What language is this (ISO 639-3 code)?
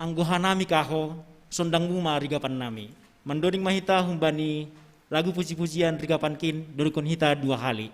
bts